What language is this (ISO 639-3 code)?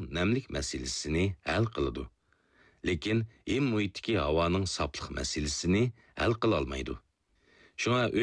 uig